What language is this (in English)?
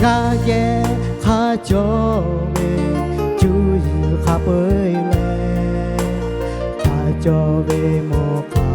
Lahu